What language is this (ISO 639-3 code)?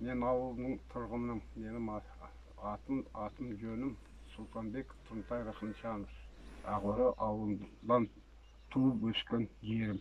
kaz